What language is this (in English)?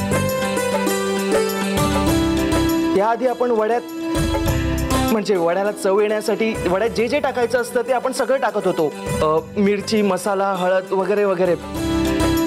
Marathi